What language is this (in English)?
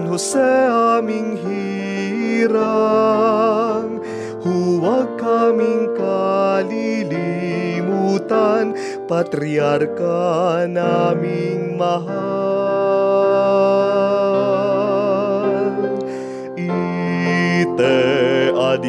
Bikol